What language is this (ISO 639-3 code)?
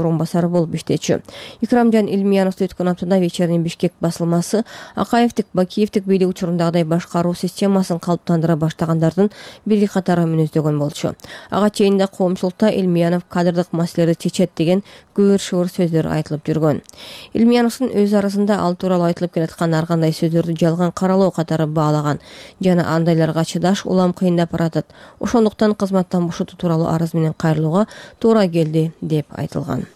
kir